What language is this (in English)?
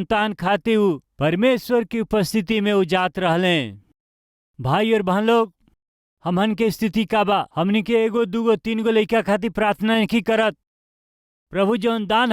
Bhojpuri